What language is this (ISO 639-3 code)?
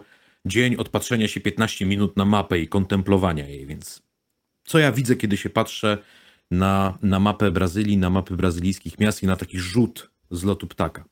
pol